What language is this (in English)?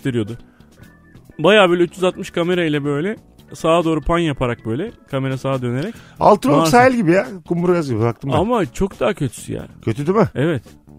Turkish